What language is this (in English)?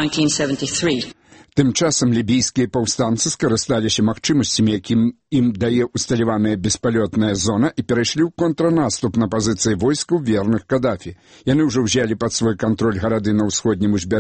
Belarusian